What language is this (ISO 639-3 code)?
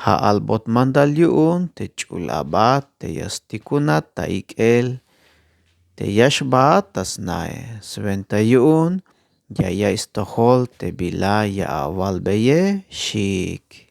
tzh